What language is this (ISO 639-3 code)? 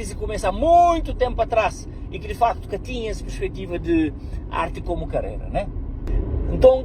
kea